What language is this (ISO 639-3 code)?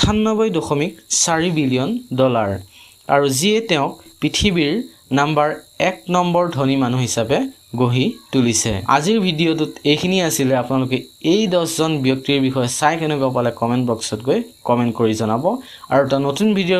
asm